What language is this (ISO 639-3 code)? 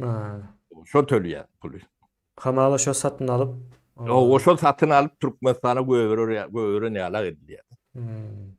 tuk